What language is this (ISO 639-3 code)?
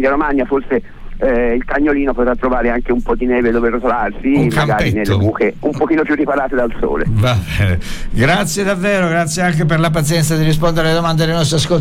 ita